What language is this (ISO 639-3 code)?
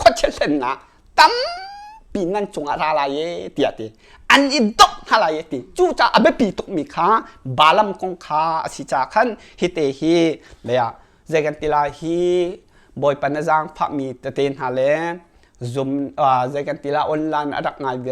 cnh